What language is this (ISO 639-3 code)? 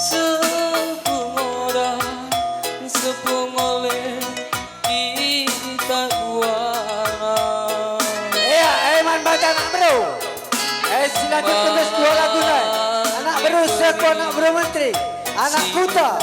btx